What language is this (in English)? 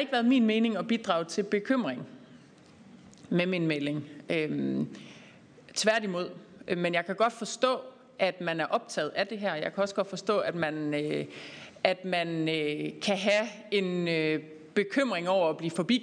Danish